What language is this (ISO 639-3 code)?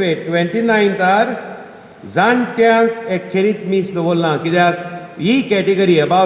kok